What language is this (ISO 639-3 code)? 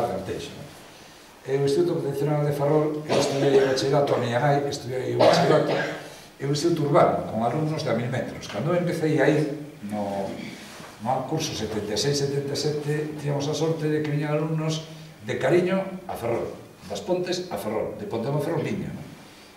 glg